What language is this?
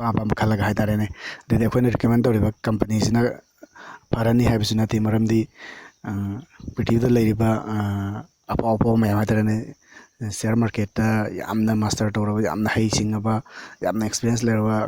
Manipuri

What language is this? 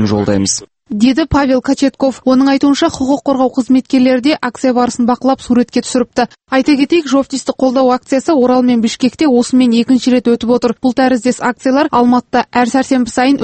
Kazakh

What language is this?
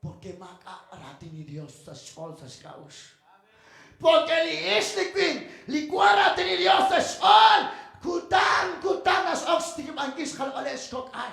Kekchí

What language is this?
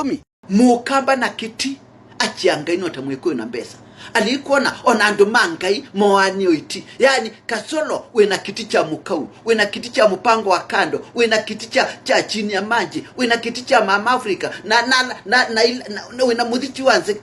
Kamba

